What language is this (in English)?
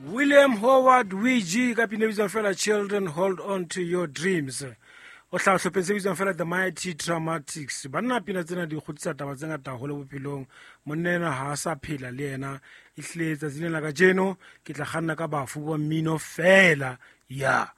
Southern Sotho